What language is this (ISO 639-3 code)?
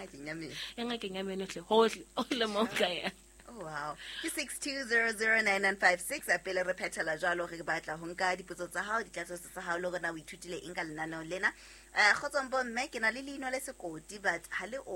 sot